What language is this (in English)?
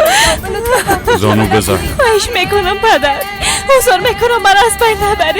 Persian